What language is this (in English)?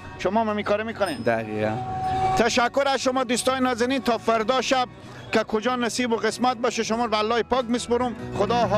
Persian